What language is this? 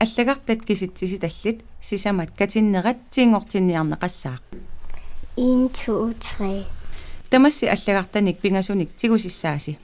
Kalaallisut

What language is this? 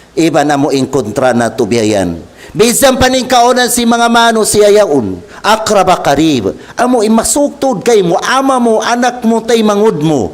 Tausug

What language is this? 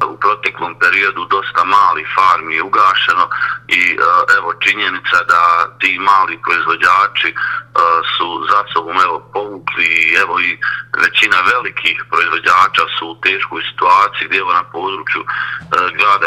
Bosnian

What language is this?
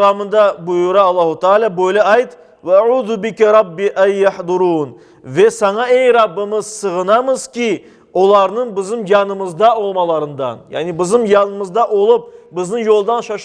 Crimean Tatar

